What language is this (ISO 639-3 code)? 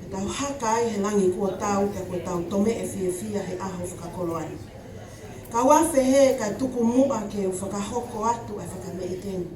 ton